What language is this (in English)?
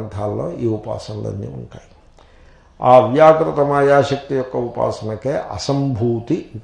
Telugu